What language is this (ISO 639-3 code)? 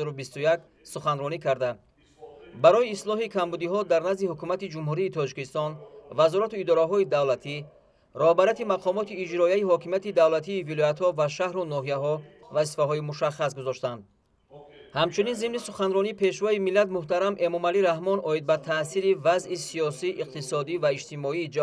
tgk